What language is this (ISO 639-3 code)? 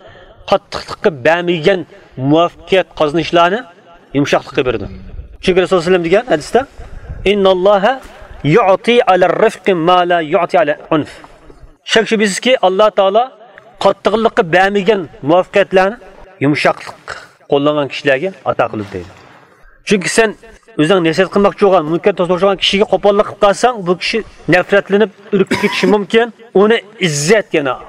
uig